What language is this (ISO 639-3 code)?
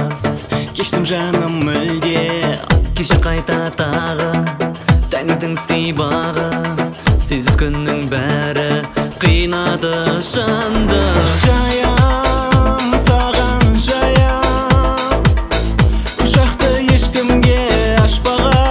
kaz